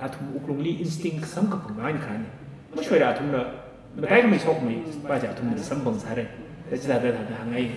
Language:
Tangkhul Naga (India)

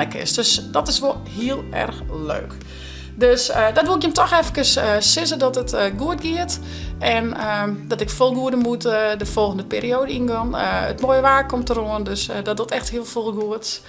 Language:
Western Frisian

